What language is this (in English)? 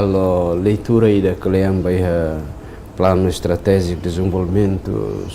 Tetum